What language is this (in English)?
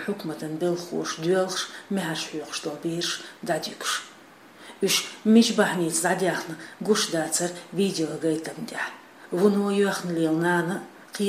Chechen